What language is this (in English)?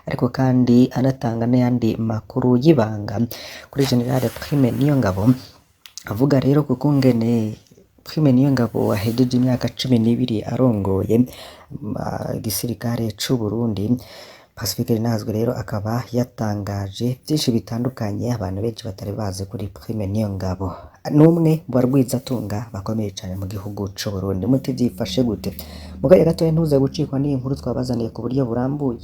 Rundi